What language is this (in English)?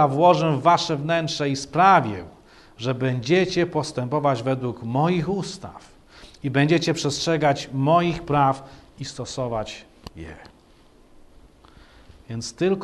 Polish